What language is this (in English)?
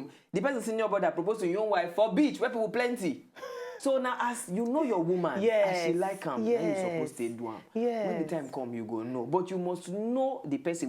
Nigerian Pidgin